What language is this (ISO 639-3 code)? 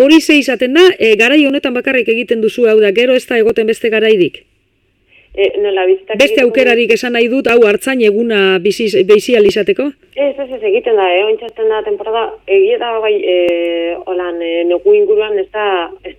eus